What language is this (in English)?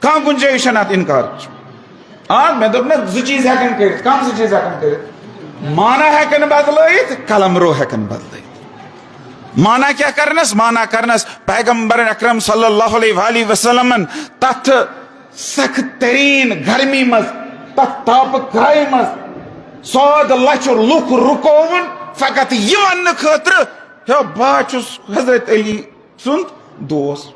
Kashmiri